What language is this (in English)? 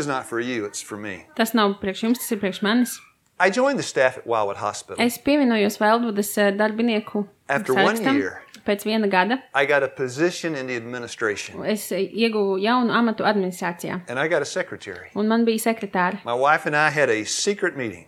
Latvian